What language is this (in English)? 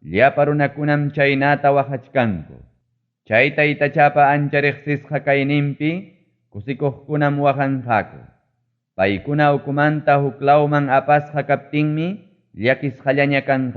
Ayacucho Quechua